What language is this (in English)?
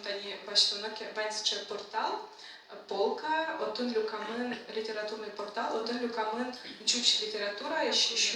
Udmurt